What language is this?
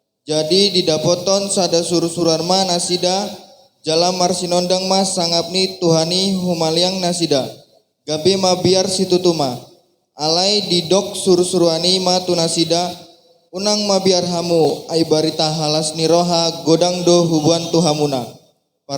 Batak Toba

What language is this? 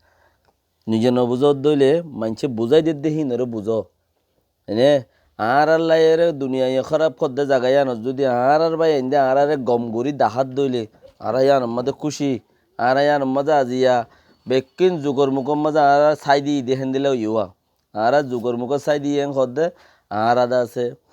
Rohingya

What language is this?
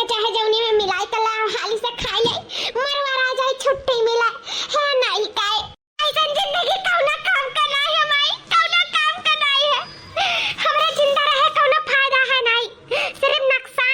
Awadhi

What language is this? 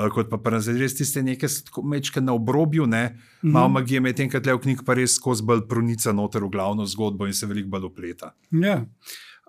Slovenian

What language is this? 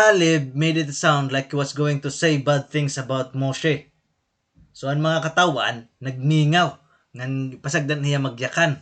Waray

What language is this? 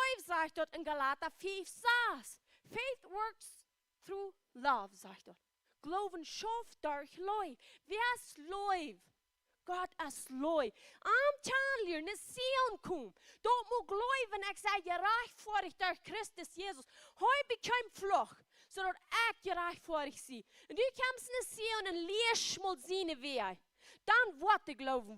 Plautdietsch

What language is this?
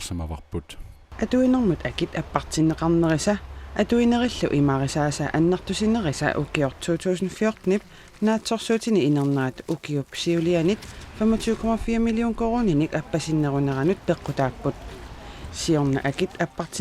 Kalaallisut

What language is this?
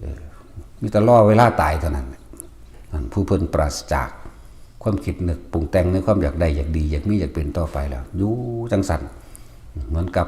Northeastern Thai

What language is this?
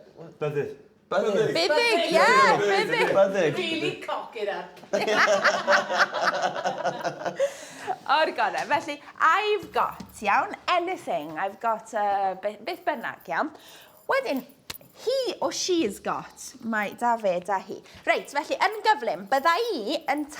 Welsh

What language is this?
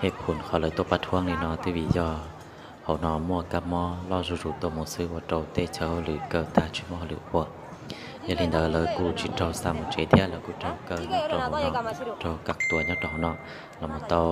Hmong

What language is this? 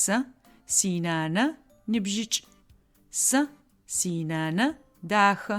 Adyghe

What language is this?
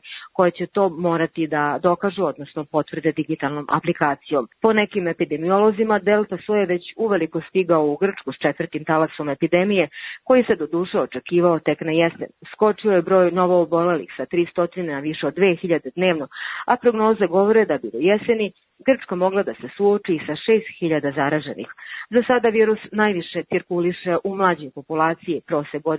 Serbian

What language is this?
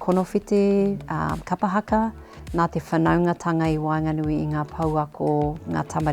Māori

